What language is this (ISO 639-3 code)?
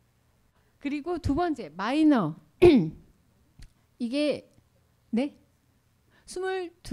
kor